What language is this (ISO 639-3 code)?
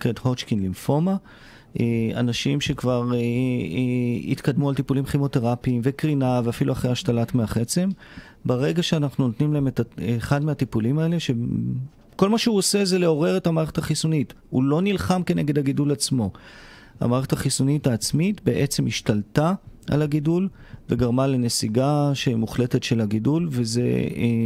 heb